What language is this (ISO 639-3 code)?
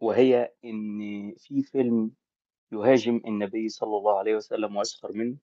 arz